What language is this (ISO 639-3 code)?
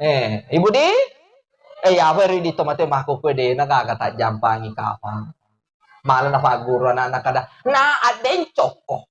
bug